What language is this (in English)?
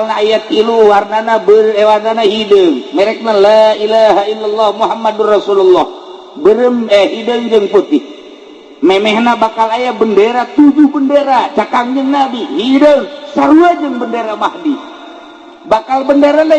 Sundanese